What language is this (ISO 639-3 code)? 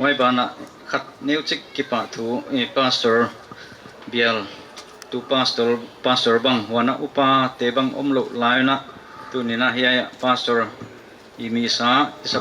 pck